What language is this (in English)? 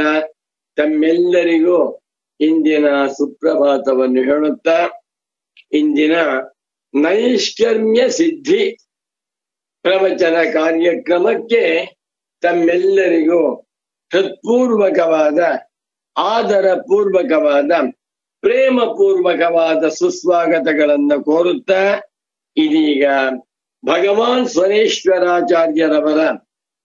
Kannada